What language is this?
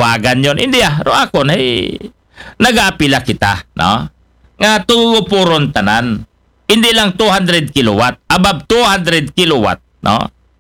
Aklanon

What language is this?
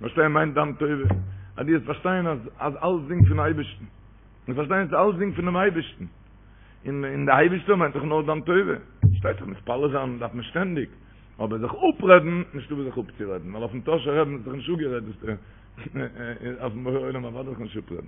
Yiddish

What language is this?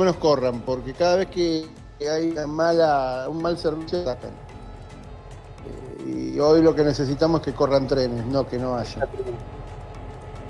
Spanish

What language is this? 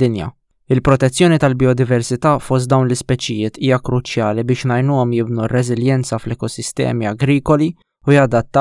Maltese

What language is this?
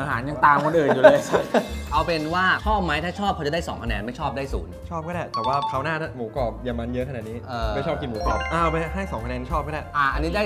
Thai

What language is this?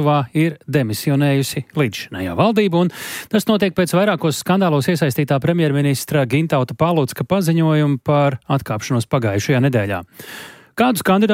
Latvian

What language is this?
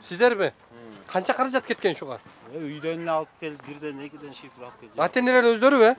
Kyrgyz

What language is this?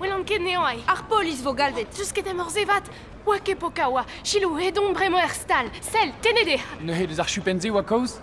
Breton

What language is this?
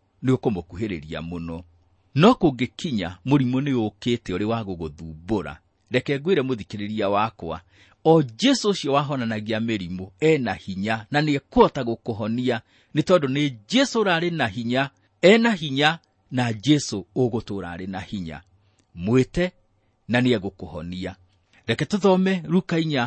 Kikuyu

